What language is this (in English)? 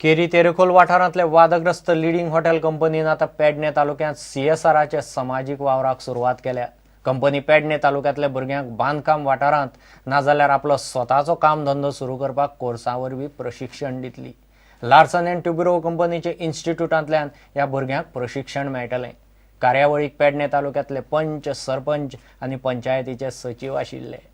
Konkani